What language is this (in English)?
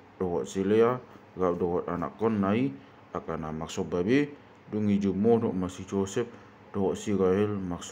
Batak Toba